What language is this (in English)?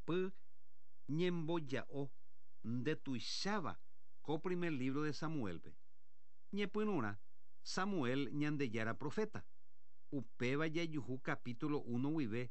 Guarani